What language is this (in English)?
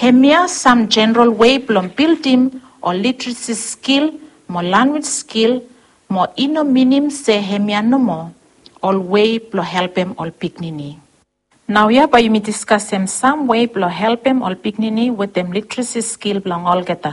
Bislama